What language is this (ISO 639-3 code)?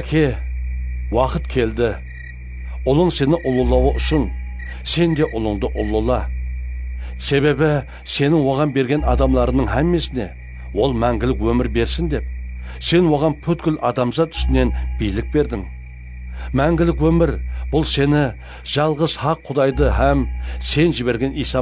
kaa